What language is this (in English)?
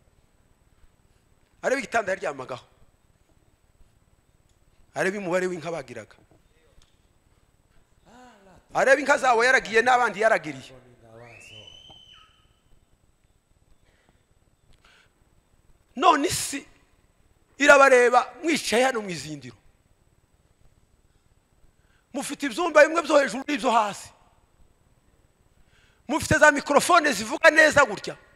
Kinyarwanda